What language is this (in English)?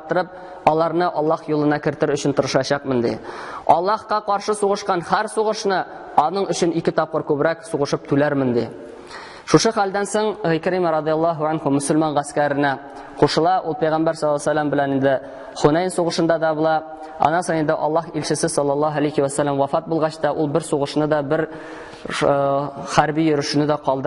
Tatar